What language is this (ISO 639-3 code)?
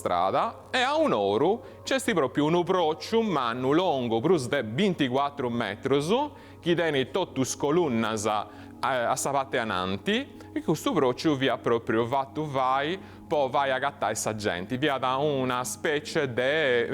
srd